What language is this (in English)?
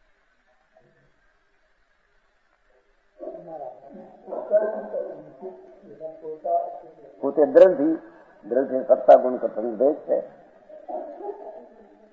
Gujarati